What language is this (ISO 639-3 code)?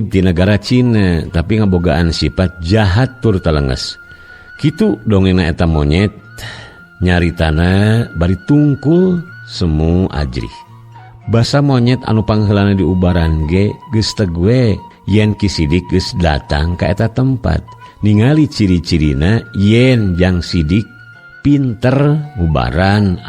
sun